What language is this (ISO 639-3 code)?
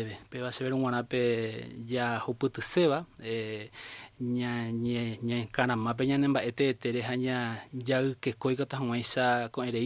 grn